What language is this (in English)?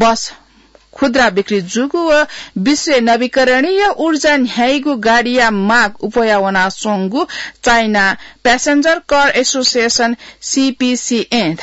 Newari